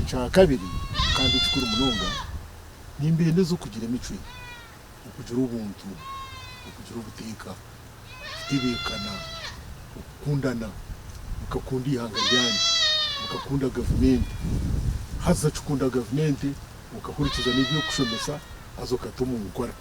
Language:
Nyankole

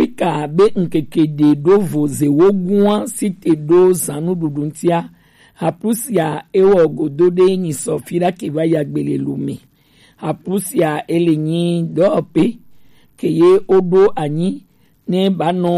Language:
Gen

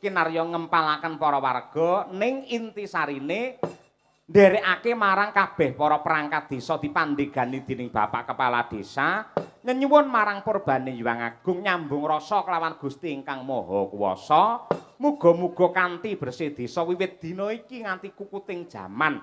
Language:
Javanese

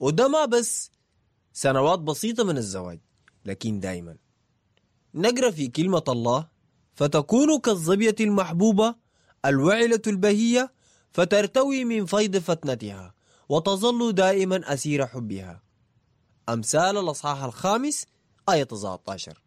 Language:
Sudanese Arabic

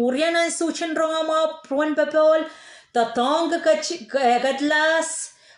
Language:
Pohnpeian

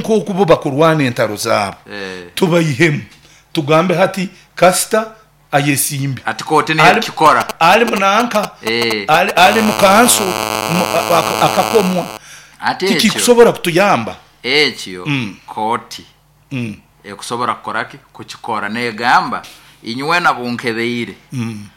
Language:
Nyoro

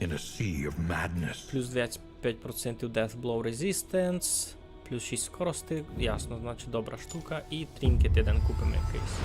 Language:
Rusyn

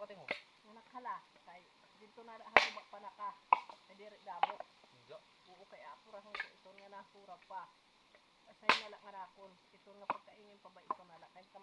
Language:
Waray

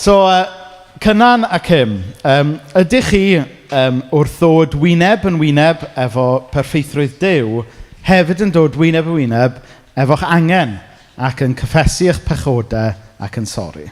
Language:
Welsh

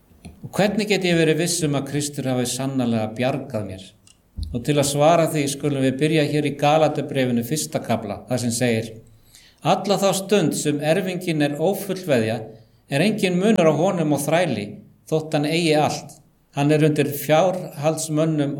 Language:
Icelandic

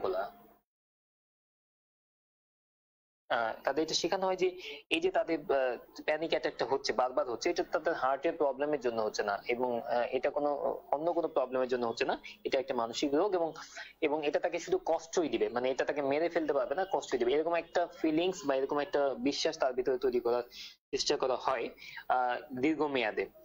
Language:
Bangla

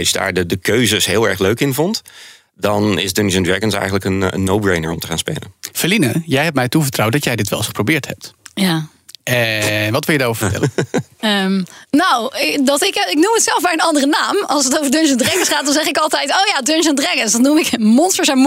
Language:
Dutch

